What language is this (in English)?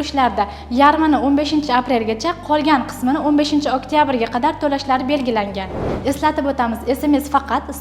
Uzbek